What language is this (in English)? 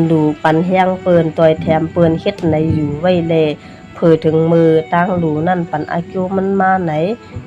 Shan